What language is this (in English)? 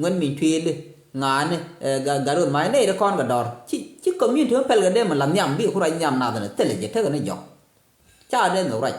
Nuer